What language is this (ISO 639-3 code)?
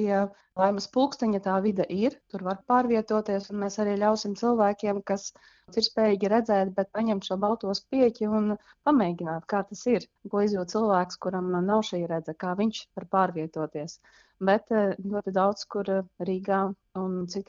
lav